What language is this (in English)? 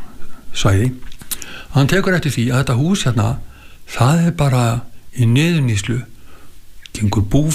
Icelandic